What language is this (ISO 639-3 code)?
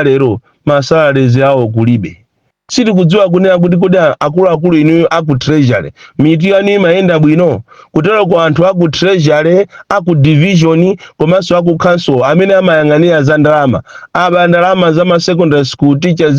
nya